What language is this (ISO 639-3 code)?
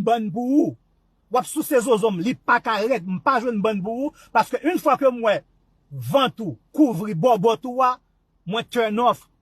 hat